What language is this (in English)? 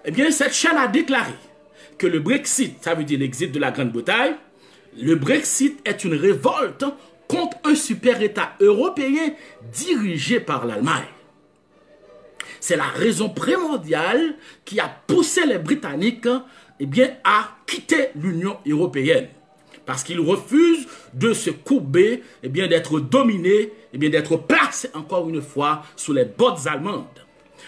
French